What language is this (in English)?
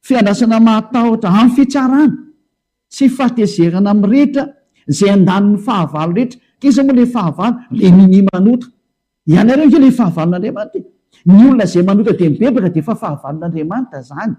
Malagasy